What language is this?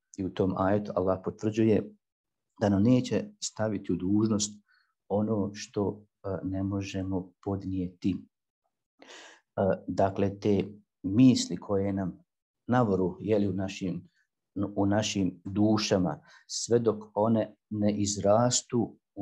Bosnian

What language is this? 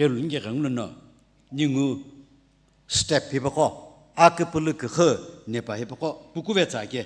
Sumi Naga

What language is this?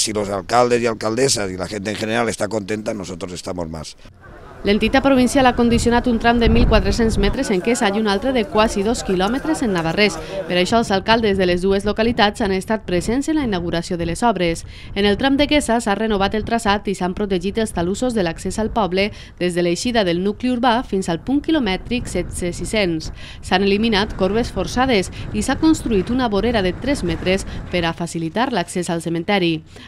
Catalan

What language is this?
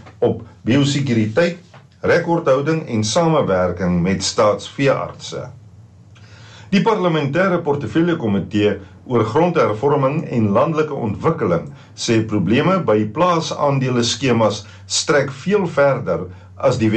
Afrikaans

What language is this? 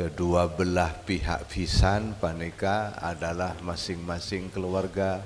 Madurese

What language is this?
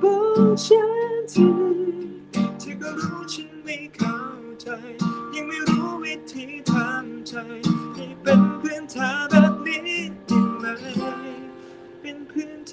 Thai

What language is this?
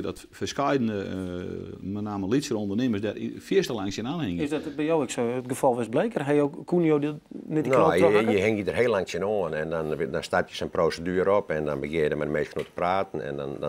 Western Frisian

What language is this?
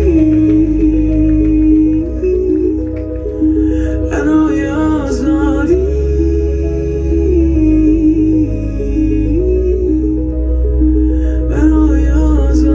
Persian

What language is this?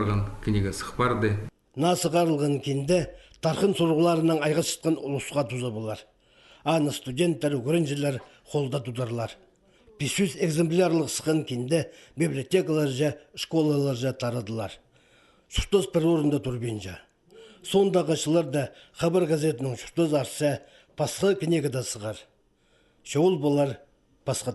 Khakas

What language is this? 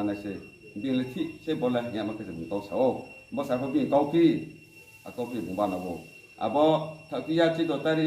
Riang (India)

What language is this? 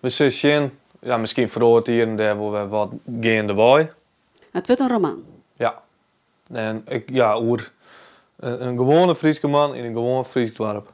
Western Frisian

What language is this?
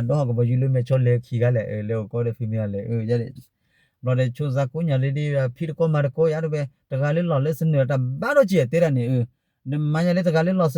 S'gaw Karen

